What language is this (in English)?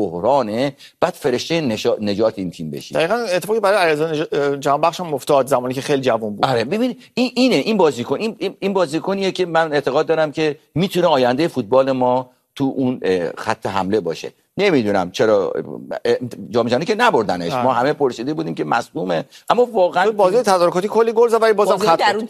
Persian